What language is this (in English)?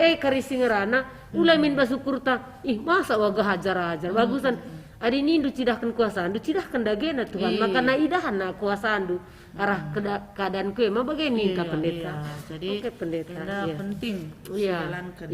Batak Karo